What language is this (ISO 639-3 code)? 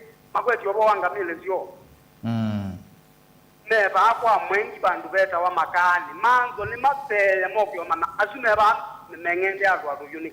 kam